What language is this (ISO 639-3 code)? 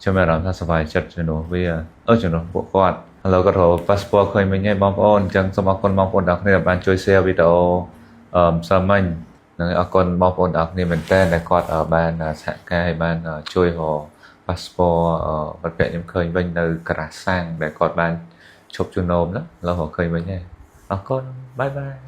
khm